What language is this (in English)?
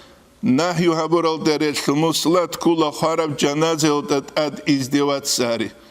Avaric